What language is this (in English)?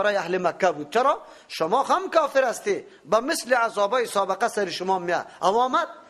Persian